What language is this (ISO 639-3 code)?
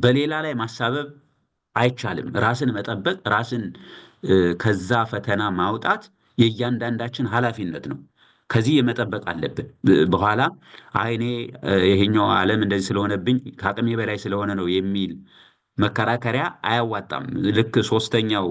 amh